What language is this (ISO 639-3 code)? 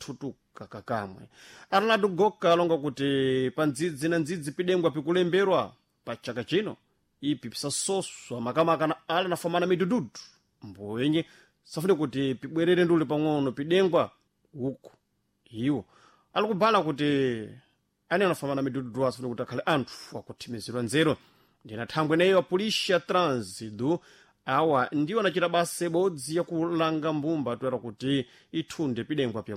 seh